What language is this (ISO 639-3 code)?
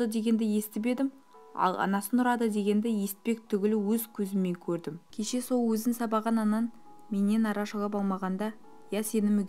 kaz